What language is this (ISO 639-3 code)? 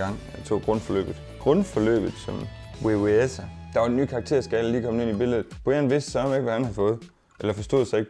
dan